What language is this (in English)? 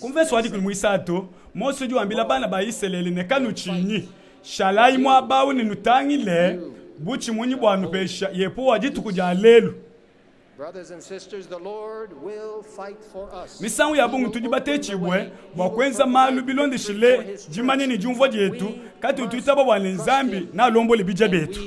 Luba-Lulua